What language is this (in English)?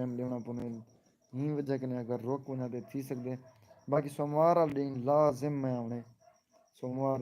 Saraiki